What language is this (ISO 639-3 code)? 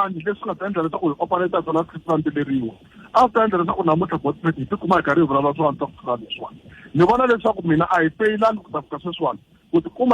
tso